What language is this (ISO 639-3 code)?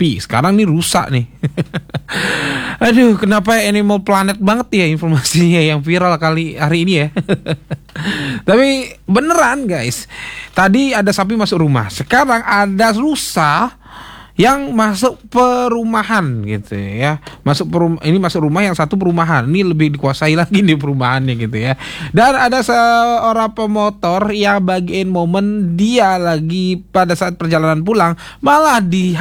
ind